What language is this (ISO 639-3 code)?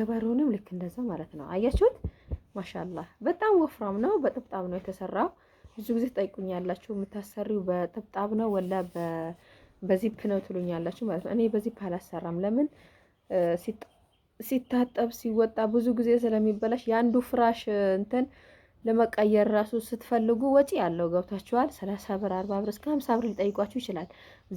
amh